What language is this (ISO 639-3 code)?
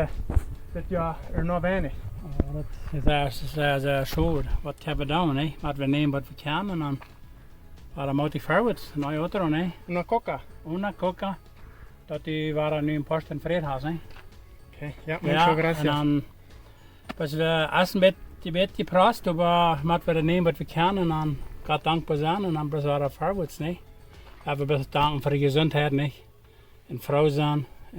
pdt